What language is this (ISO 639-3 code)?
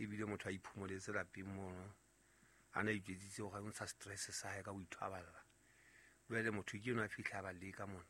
sot